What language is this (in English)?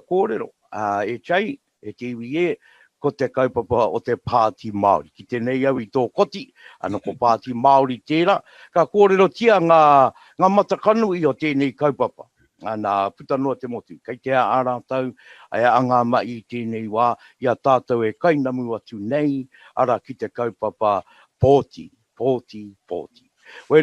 Māori